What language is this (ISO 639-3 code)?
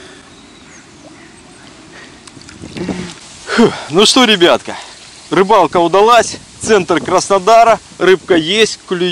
rus